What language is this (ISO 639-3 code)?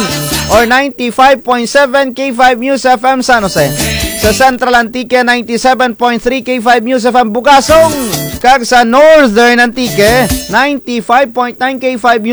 krj